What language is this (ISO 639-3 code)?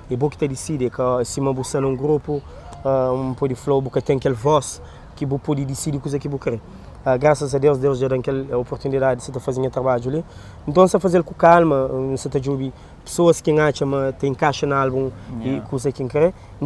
kea